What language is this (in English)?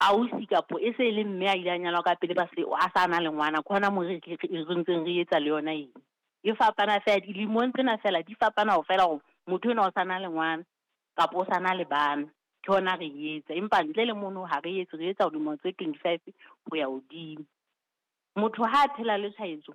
Southern Sotho